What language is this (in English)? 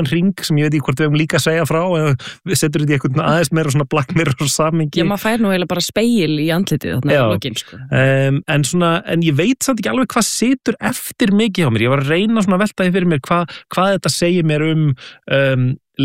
Icelandic